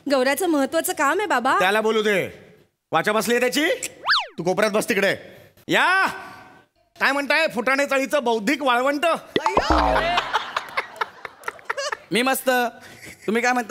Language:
Marathi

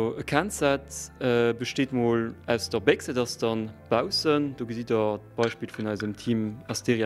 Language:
Luxembourgish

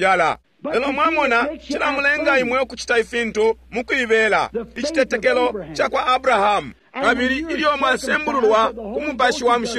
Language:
Bemba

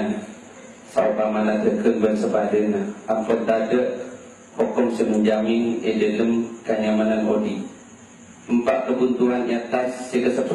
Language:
Madurese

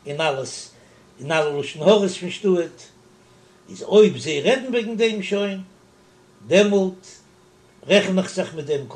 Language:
Yiddish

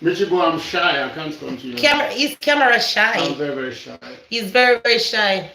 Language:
Jamaican Creole English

